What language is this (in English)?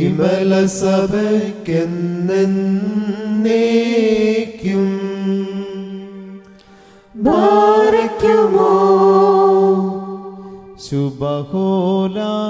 Malayalam